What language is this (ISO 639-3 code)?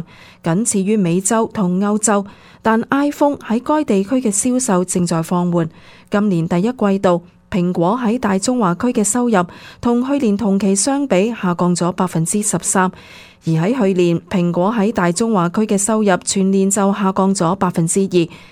yue